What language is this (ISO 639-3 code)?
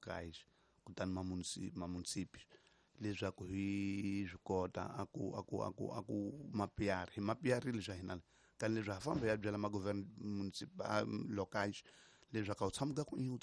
tso